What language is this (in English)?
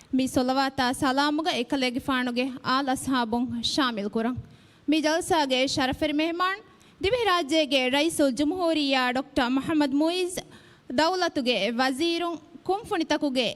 Divehi